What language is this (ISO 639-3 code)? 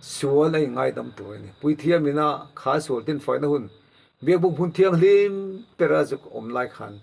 lus